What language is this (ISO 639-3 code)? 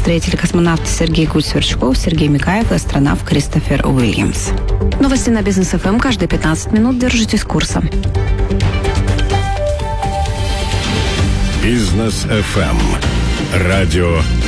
rus